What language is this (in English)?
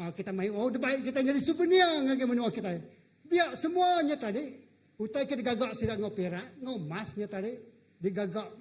Iban